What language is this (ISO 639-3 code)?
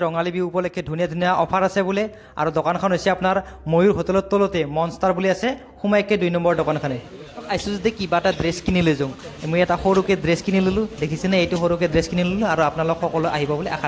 asm